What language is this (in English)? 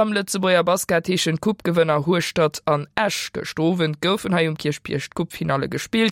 Luxembourgish